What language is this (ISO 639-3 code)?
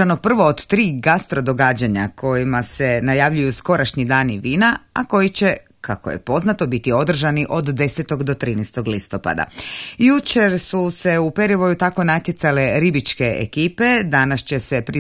hrv